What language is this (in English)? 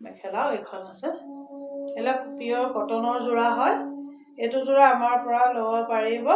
Assamese